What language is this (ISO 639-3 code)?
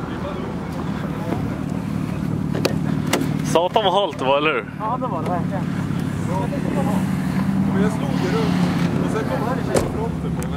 swe